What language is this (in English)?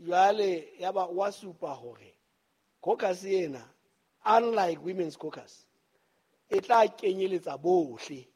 Southern Sotho